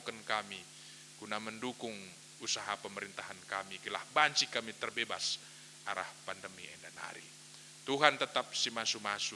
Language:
Batak Karo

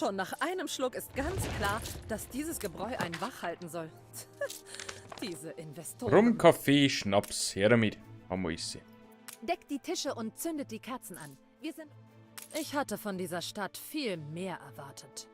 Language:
Bavarian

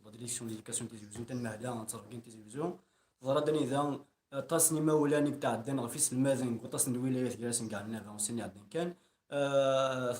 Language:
Kabyle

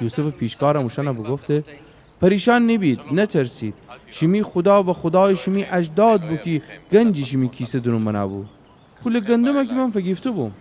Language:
Gilaki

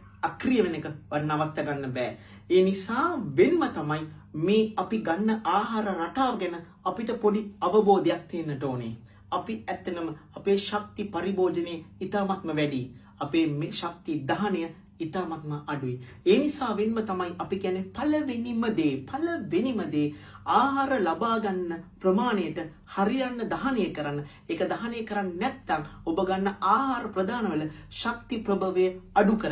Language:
Sinhala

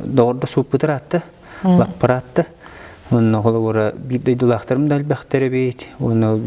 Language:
Yakut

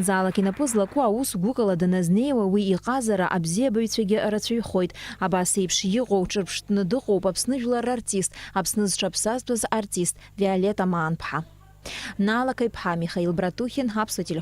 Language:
Abkhazian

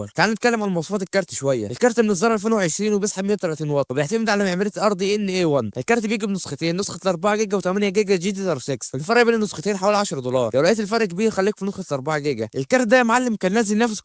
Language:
Egyptian Arabic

